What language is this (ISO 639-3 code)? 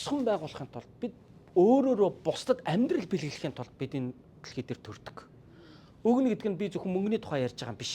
mon